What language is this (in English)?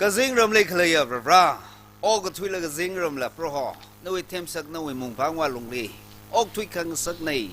Tangkhul Naga (India)